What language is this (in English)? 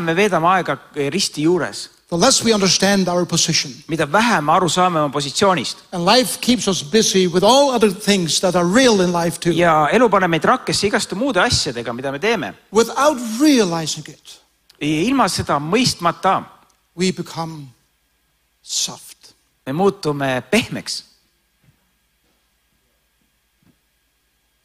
Estonian